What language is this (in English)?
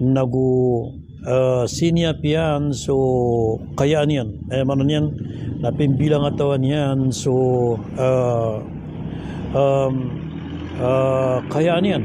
Maranao